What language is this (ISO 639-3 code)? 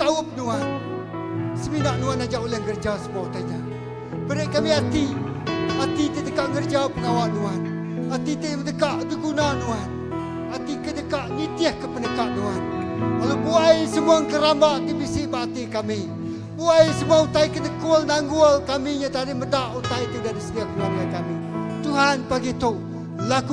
iba